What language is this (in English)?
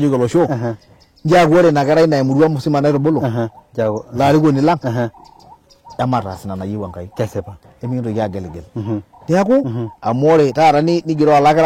Masai